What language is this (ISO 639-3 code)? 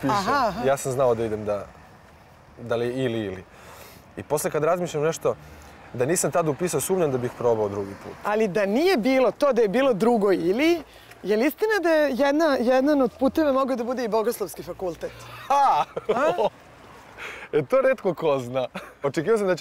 srp